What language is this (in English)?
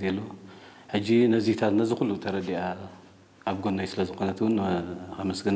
Tigrinya